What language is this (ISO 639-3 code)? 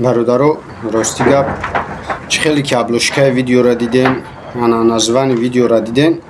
tgk